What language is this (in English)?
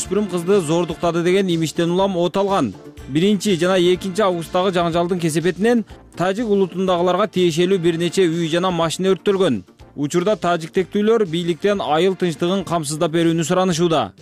Kyrgyz